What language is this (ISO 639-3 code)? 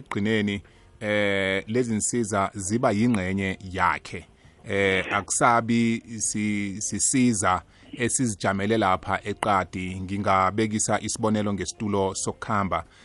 nbl